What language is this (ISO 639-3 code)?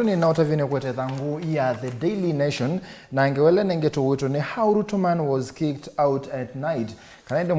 kam